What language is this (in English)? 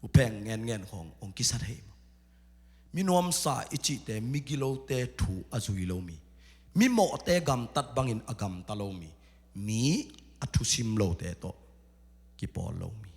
Tedim Chin